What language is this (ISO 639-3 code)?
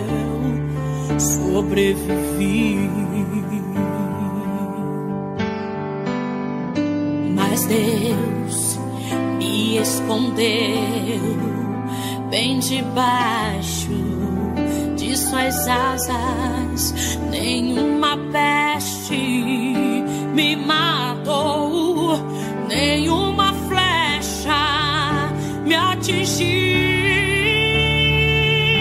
por